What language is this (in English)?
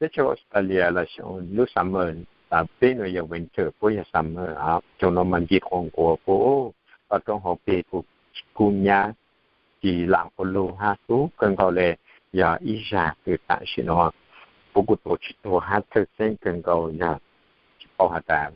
Hmong